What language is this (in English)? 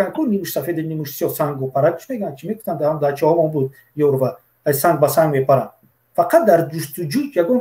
Tajik